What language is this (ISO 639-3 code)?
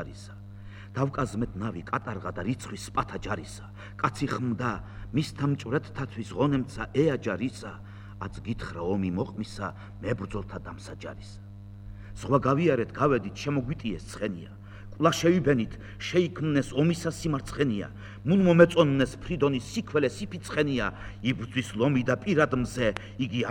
kat